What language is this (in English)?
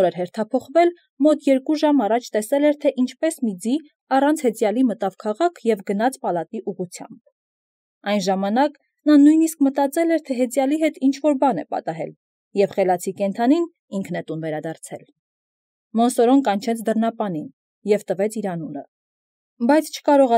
Armenian